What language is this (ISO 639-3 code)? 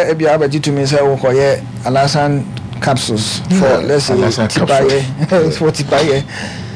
aka